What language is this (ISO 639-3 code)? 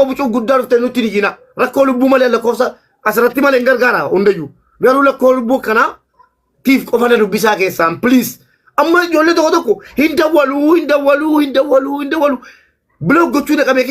orm